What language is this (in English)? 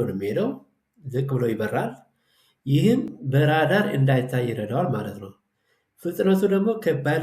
Amharic